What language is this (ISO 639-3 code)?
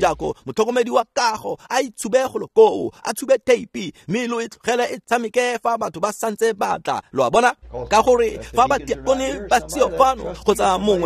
tsn